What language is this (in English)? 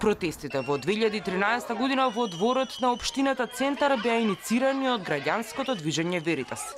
Macedonian